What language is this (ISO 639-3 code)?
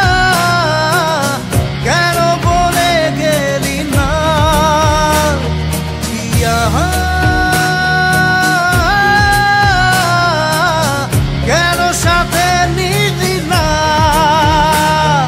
ben